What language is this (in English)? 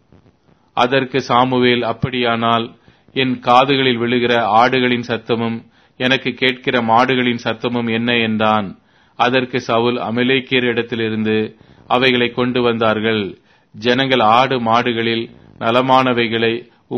Tamil